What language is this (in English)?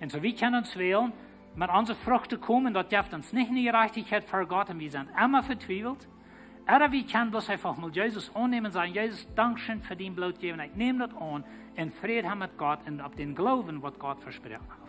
Plautdietsch